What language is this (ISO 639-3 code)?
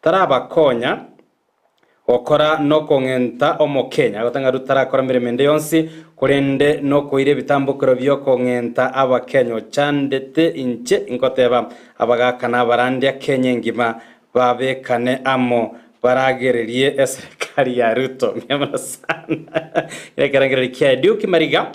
guz